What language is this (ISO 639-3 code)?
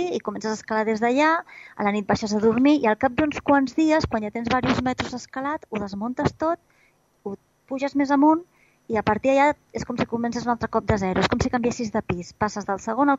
cat